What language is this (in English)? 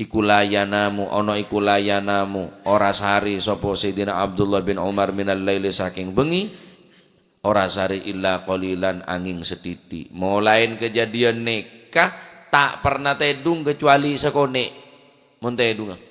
Madurese